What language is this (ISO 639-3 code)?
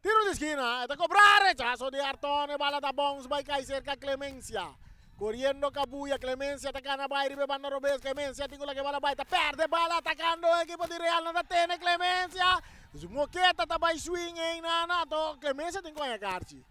pap